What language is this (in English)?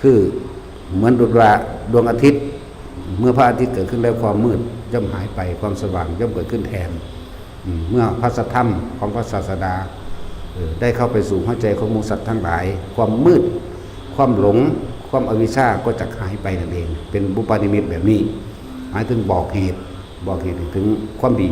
Lao